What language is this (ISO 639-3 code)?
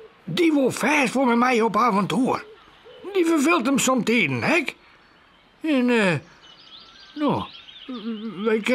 fry